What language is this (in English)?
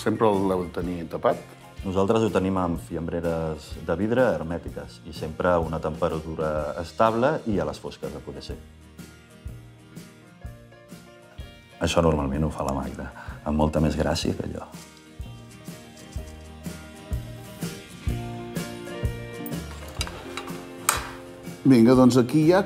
Catalan